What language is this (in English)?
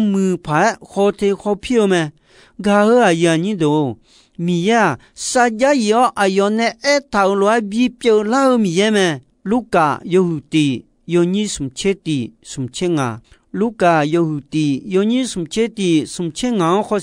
Akha